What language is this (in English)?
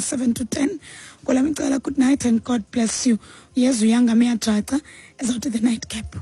Xhosa